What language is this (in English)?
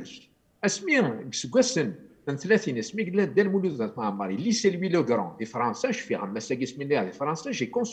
Kabyle